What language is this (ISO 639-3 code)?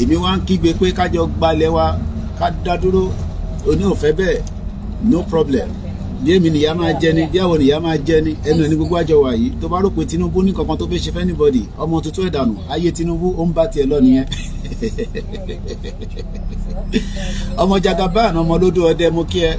yor